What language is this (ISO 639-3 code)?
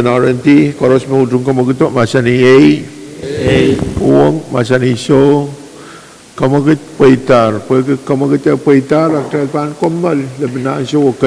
pon